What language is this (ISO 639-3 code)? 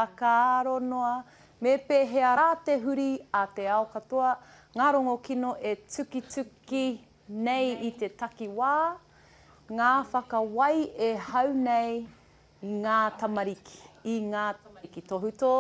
mri